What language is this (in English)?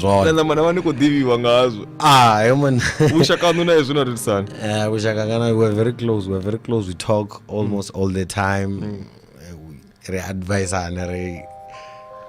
Venda